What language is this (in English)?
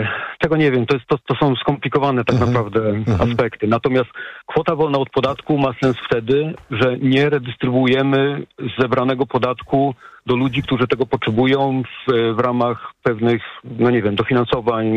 Polish